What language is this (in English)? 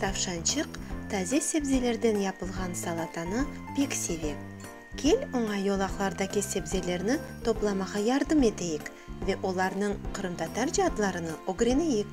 Crimean Tatar